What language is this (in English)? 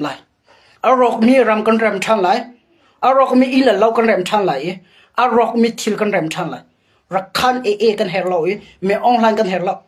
Hakha Chin